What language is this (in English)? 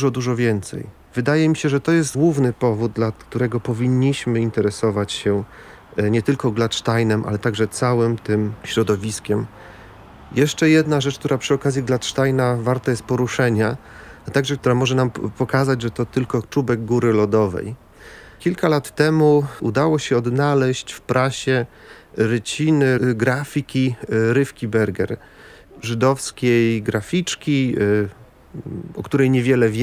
Polish